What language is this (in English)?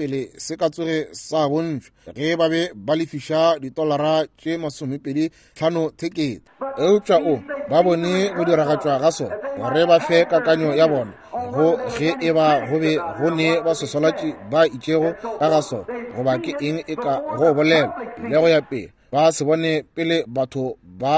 Northern Sotho